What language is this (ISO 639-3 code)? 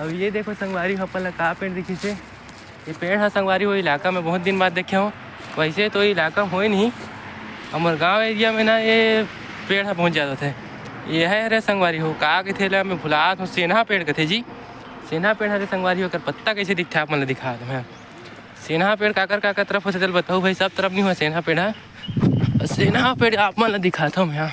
hne